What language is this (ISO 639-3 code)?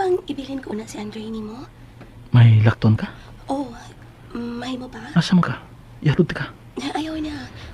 ceb